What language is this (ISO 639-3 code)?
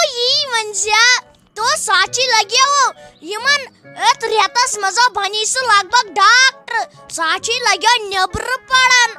kas